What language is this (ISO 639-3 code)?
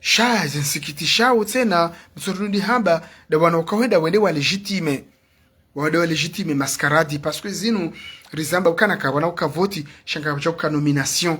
zdj